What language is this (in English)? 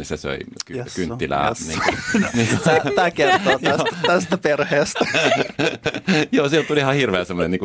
Finnish